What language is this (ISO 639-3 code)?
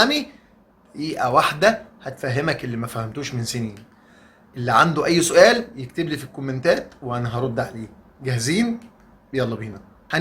arz